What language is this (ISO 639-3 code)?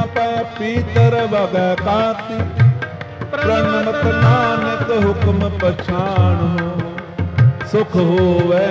pan